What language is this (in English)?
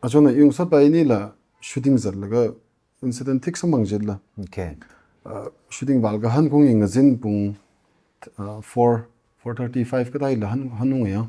Tangkhul Naga (India)